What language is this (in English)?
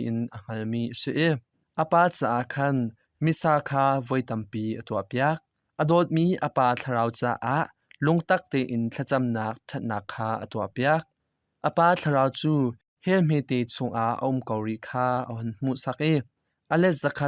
Hakha Chin